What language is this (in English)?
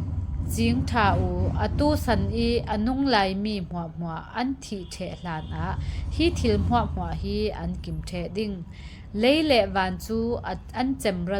Falam Chin